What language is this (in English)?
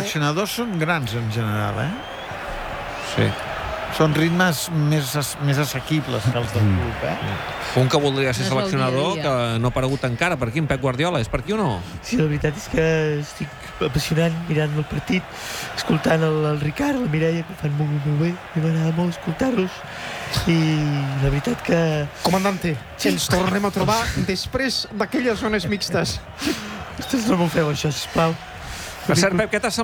Catalan